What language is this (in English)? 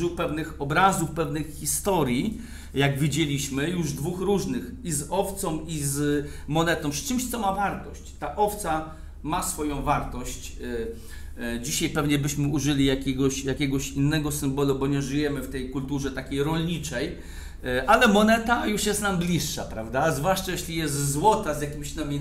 Polish